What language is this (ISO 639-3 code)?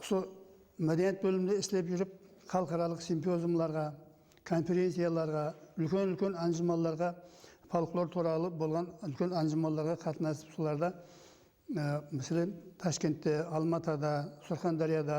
kaa